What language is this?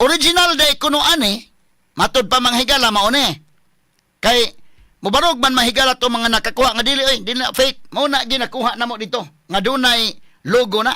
Cebuano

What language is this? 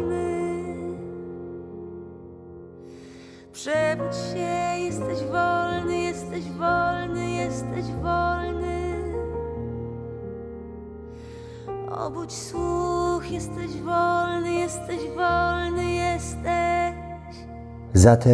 Polish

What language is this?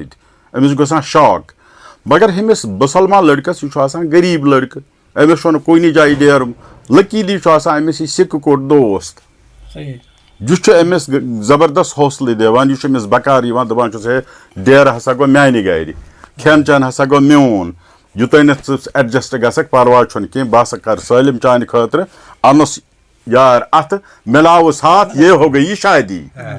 Kashmiri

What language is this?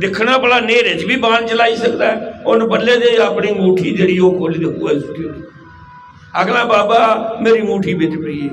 Dogri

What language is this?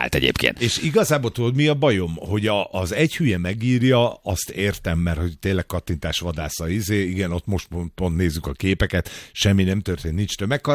Hungarian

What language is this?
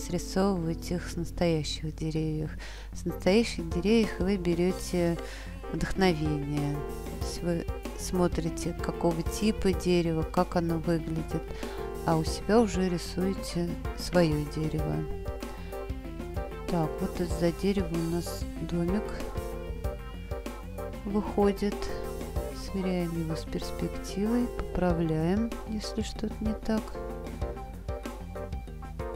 Russian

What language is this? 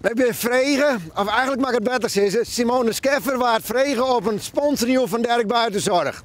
Western Frisian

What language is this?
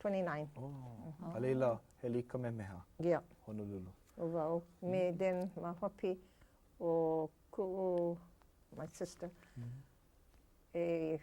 Hawaiian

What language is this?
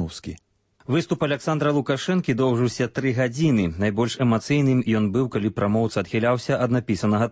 Belarusian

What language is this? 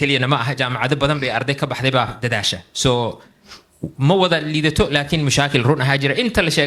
Somali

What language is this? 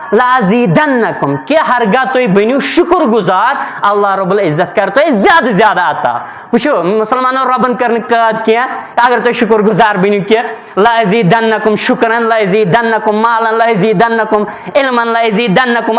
Kashmiri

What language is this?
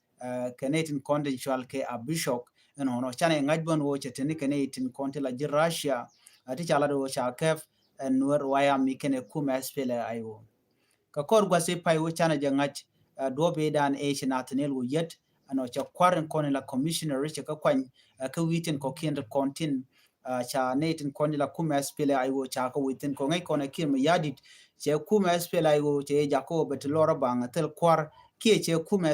Nuer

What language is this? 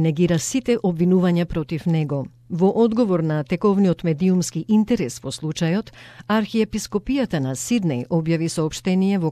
Macedonian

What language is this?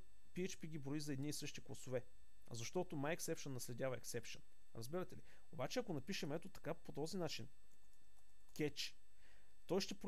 Bulgarian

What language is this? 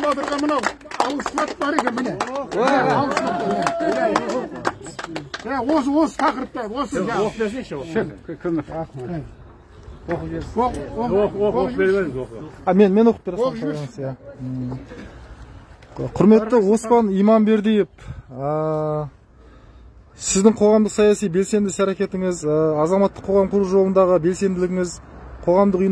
Kazakh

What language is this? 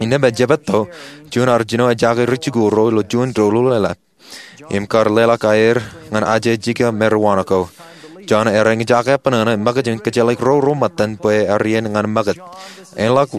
Marshallese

